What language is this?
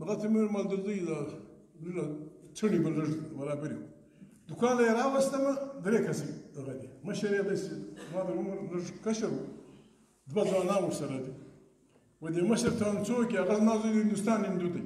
Pashto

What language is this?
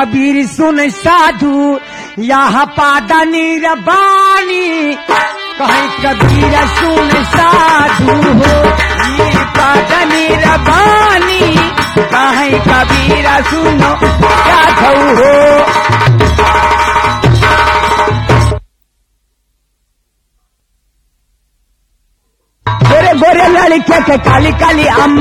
Bhojpuri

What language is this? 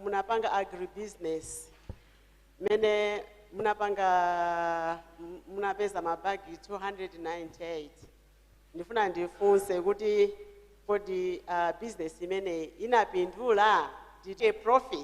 Nyanja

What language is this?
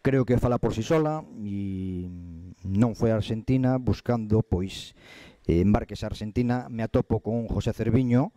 Galician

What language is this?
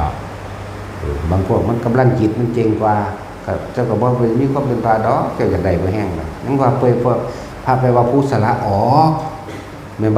Northeastern Thai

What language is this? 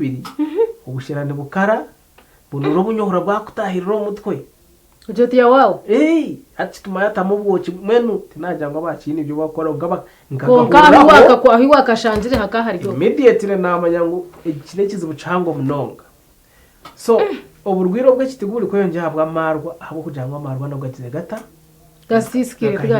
Nyankole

